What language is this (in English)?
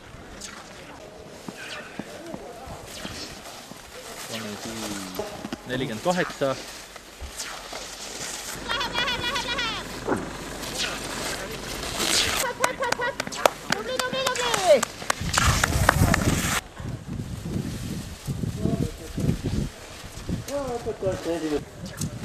Estonian